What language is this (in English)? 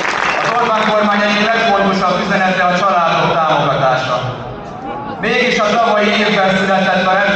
Hungarian